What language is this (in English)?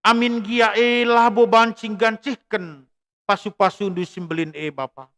Batak Karo